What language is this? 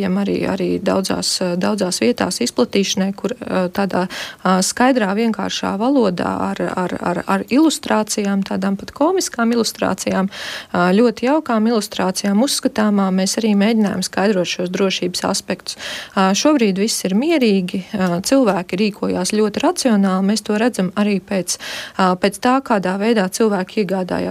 Latvian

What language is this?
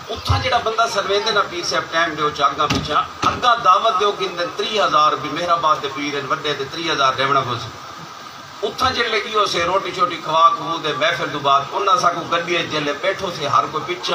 Saraiki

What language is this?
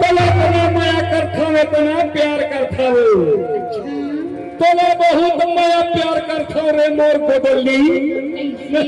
Chhattisgarhi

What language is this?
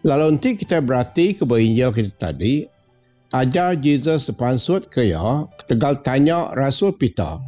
Iban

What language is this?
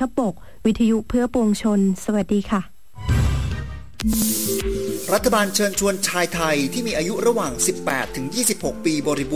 Thai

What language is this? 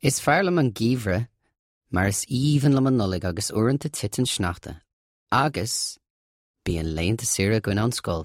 Irish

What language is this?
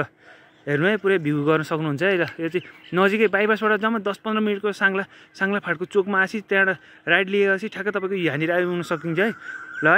Nepali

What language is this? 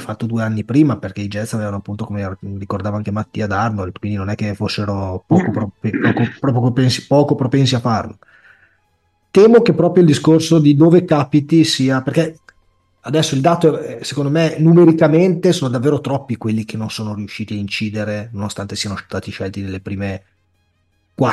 Italian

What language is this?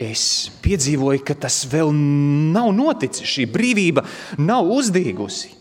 Latvian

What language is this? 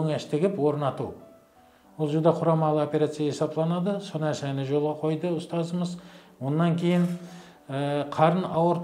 Kara-Kalpak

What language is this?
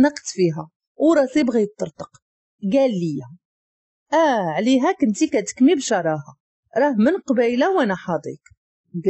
Moroccan Arabic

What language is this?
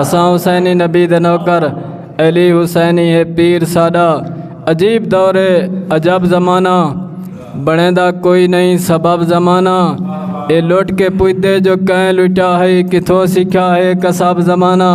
Saraiki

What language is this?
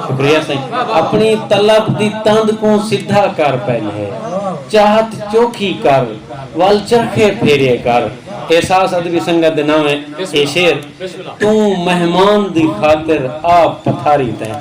Saraiki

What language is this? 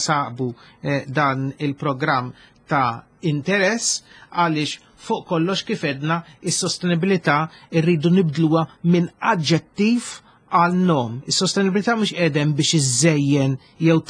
Maltese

